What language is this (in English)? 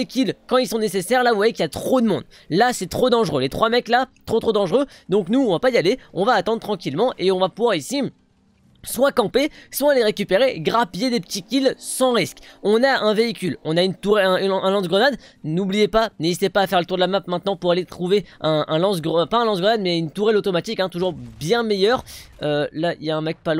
French